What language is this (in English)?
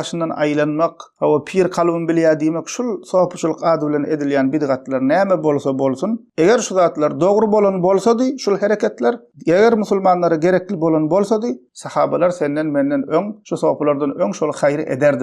Turkmen